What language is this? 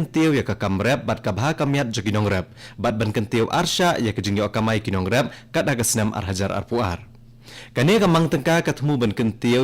Khasi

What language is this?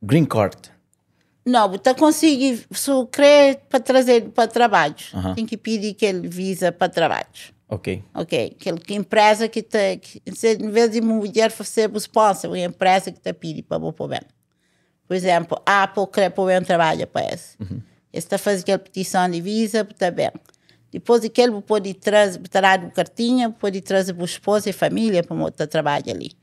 Kabuverdianu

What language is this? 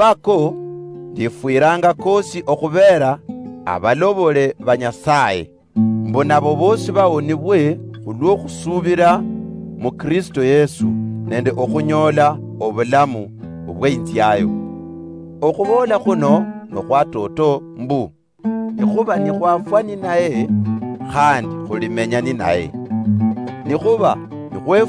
Luyia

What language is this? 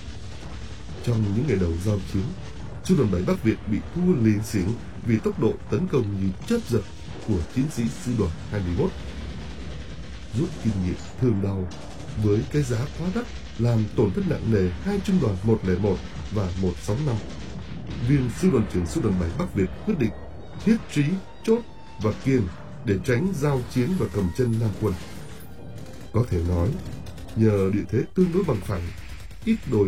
Vietnamese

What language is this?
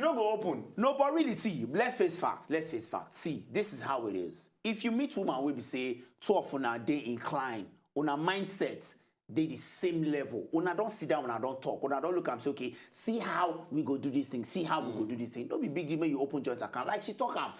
Nigerian Pidgin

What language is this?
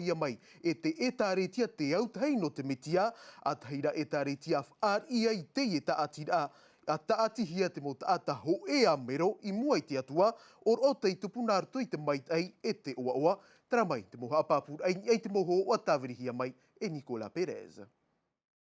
Tahitian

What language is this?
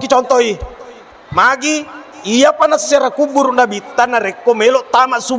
Buginese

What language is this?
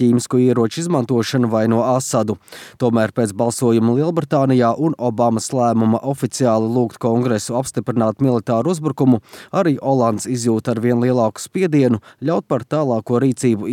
Latvian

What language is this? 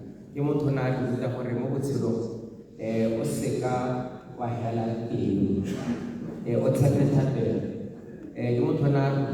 Tswana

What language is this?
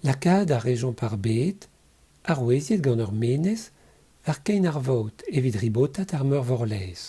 Breton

